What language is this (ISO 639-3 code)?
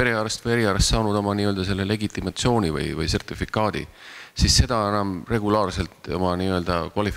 est